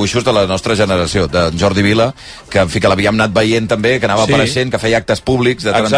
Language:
Catalan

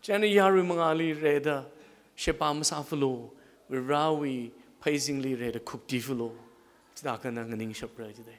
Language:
Tangkhul Naga (India)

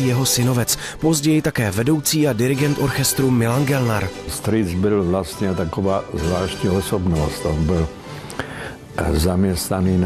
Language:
Czech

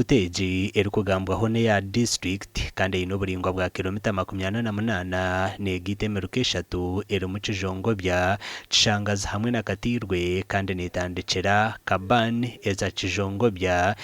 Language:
Nyankole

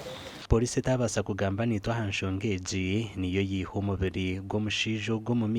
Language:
Nyankole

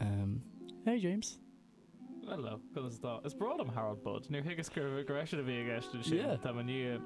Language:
Irish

